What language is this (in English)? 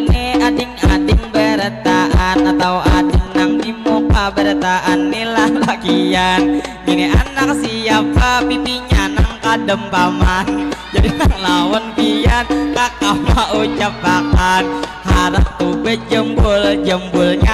Banjar